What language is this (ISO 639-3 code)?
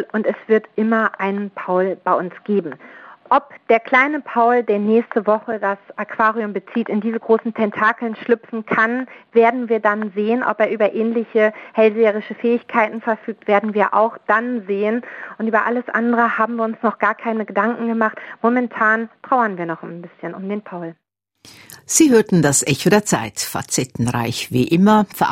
deu